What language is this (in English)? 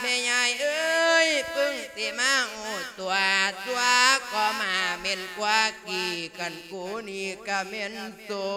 Lao